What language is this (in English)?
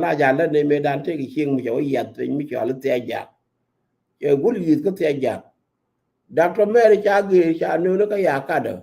Nuer